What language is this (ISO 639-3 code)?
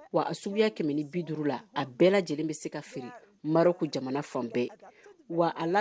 bam